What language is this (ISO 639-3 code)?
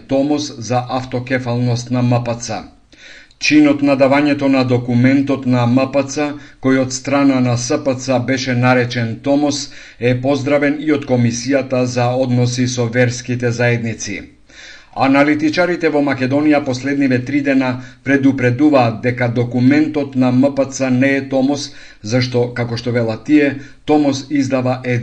mkd